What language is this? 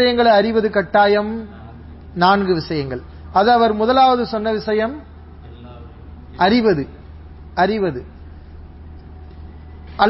Tamil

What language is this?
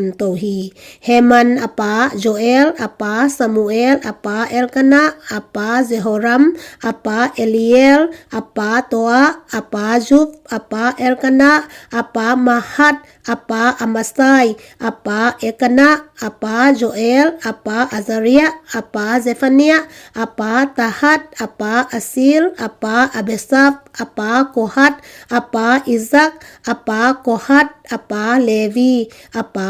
Tedim Chin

